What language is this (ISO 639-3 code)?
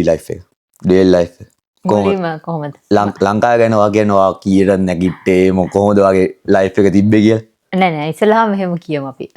sin